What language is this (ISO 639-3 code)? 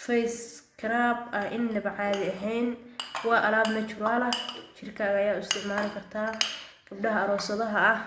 som